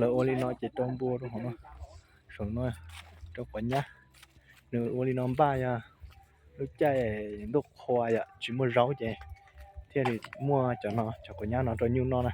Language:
Hmong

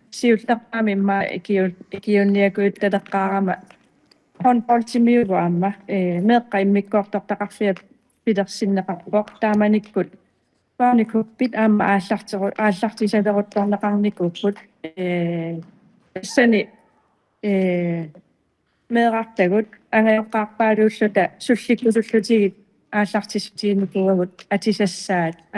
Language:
Kalaallisut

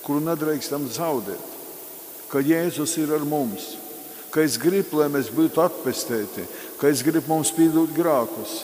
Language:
Latgalian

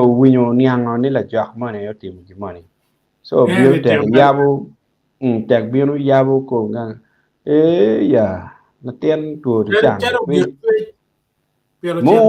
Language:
Acoli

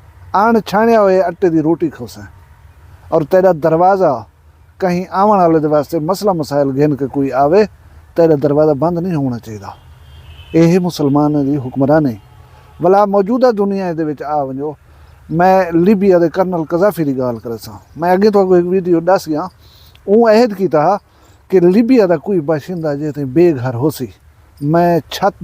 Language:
Saraiki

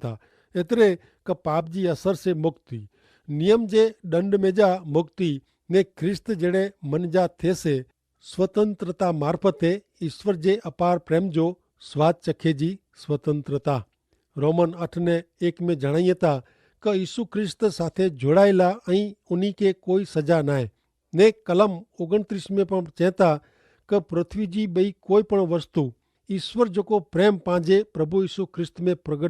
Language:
Kachhi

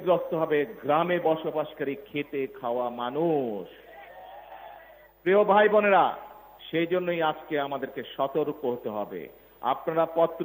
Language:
Bangla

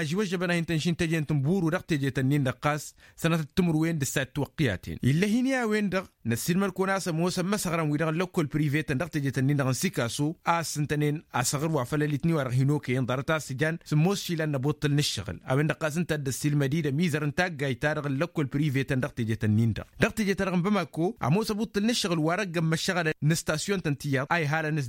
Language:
Tamasheq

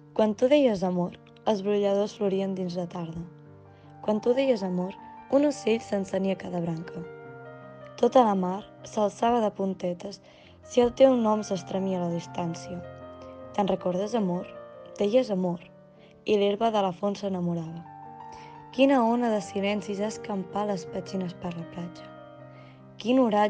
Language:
Catalan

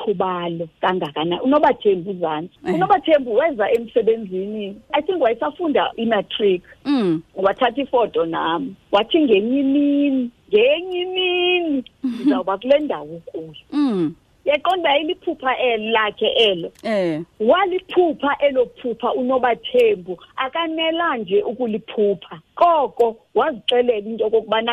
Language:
Xhosa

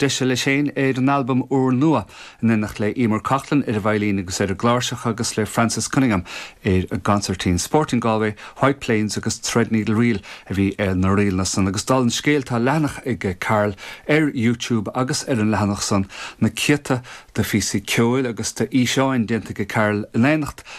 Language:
Irish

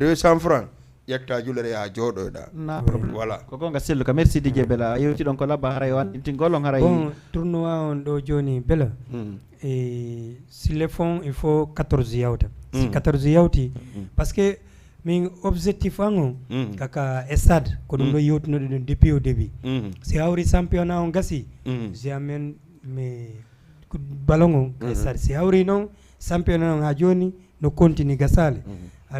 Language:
Fula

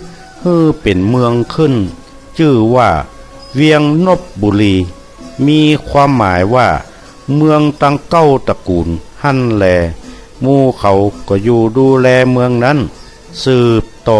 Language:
Northern Thai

